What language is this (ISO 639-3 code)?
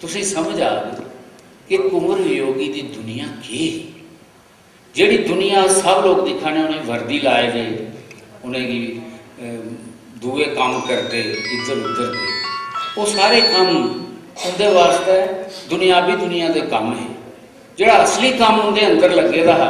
doi